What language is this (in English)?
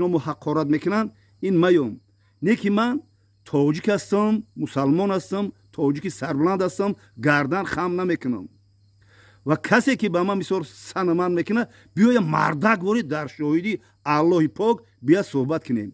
Tajik